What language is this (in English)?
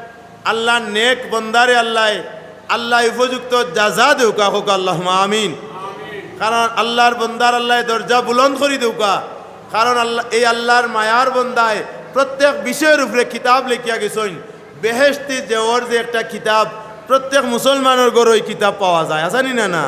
Sylheti